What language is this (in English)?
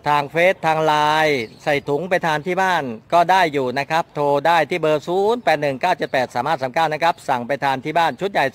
Thai